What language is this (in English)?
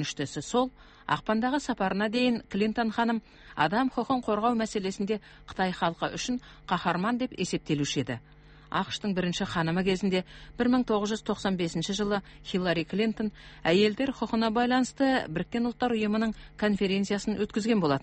Kazakh